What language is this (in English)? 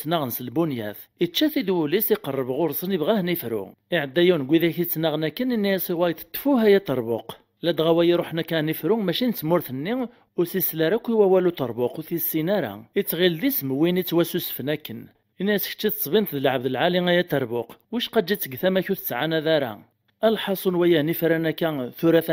Kabyle